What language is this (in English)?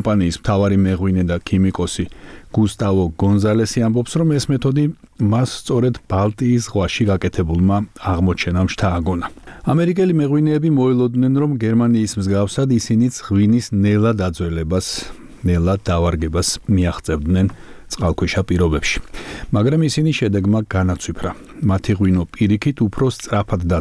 Georgian